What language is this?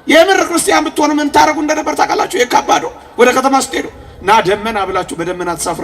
Amharic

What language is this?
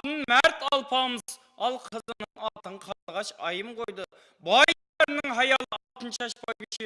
Kara-Kalpak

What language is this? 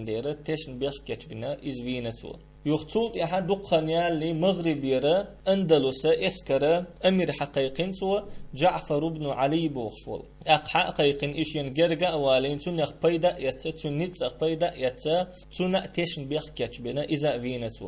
Chechen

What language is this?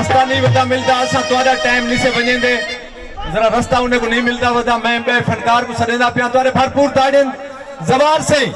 Saraiki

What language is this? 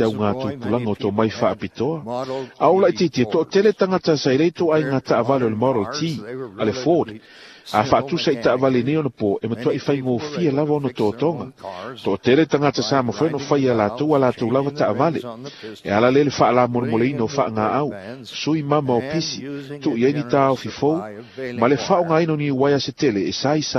Samoan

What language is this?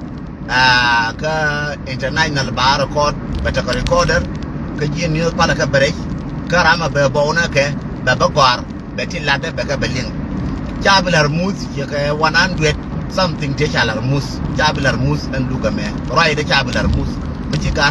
Nuer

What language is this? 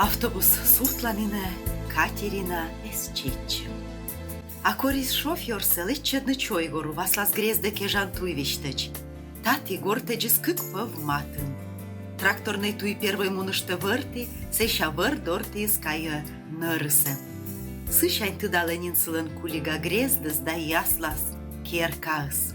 Komi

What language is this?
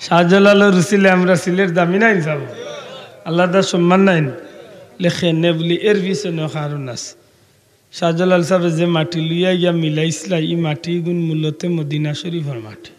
Sylheti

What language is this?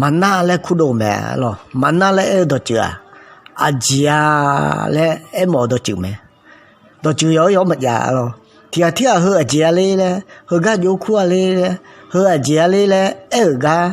Akha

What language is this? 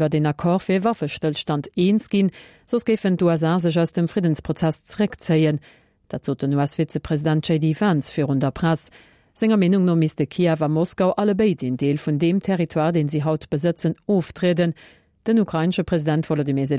Luxembourgish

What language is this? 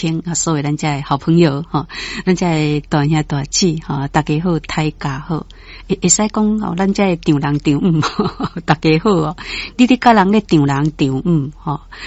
Min Nan Chinese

